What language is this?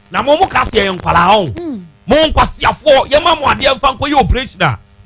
Akan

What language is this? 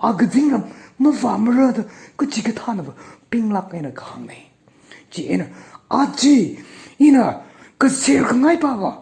Tangkhul Naga (India)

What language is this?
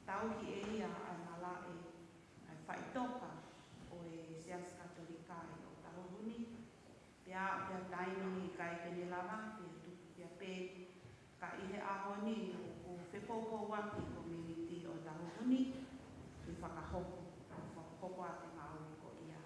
Tongan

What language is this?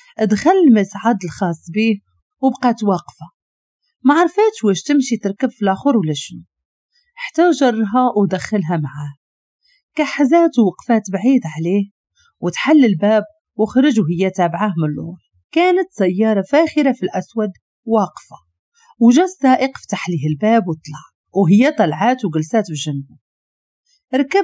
Moroccan Arabic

